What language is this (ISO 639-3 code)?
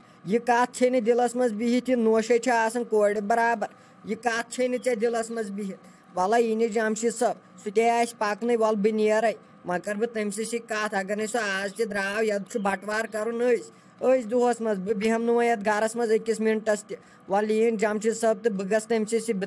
kas